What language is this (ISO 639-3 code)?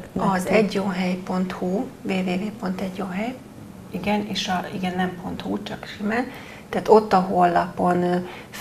hun